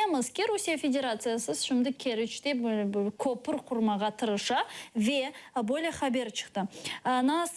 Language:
Crimean Tatar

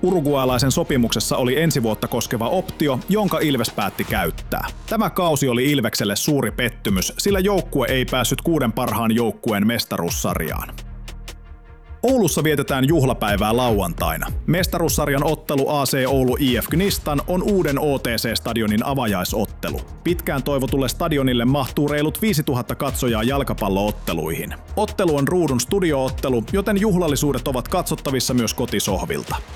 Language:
Finnish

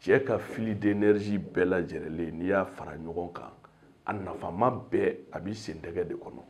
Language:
Bambara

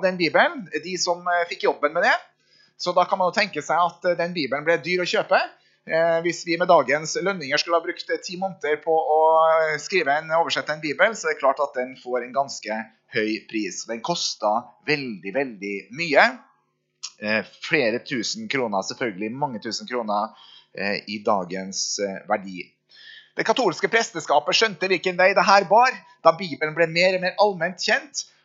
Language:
Norwegian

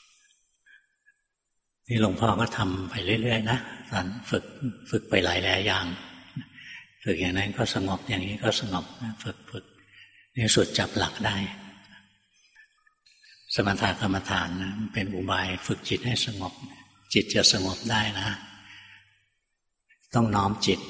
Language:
Thai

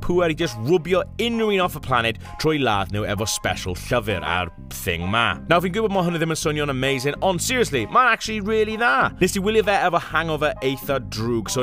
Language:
Welsh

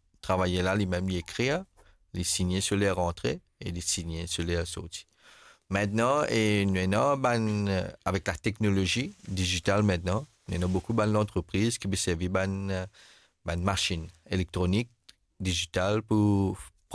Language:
Morisyen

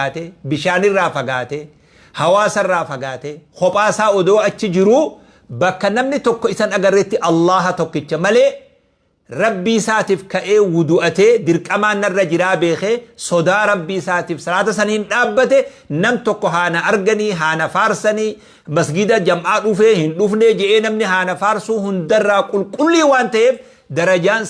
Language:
Oromo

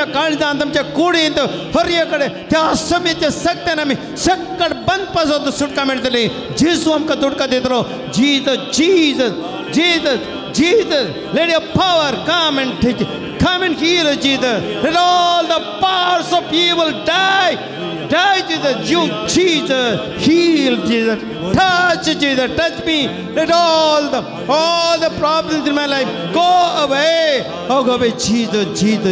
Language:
Konkani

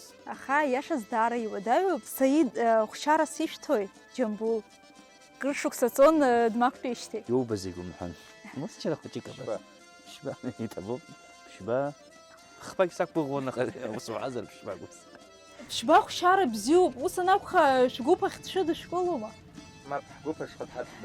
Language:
Abkhazian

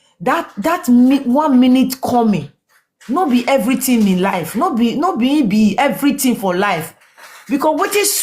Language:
Nigerian Pidgin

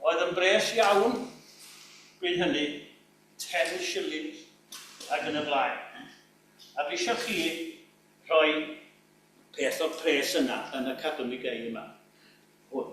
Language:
Welsh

